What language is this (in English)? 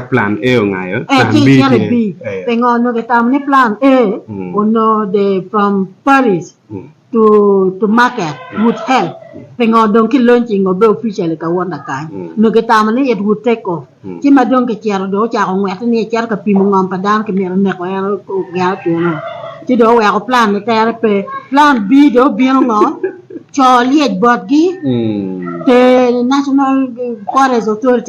Acoli